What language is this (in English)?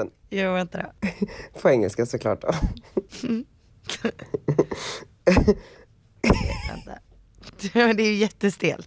Swedish